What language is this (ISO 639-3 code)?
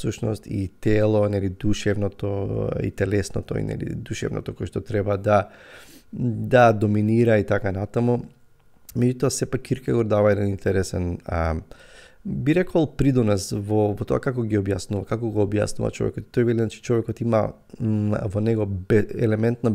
mkd